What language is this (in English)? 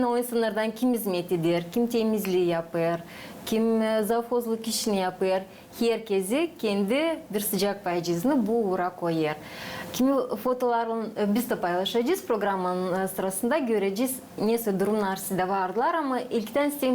Gagauz